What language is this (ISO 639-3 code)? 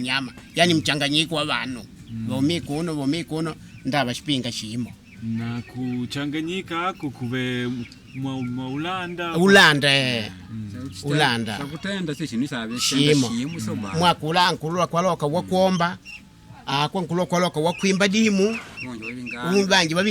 kde